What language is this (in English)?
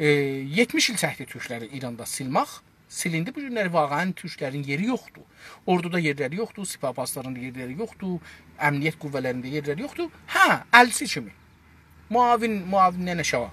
South Azerbaijani